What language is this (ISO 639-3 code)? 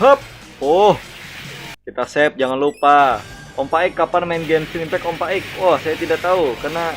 bjn